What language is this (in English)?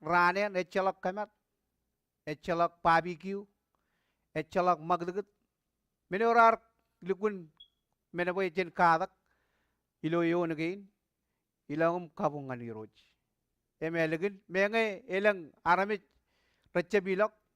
Marshallese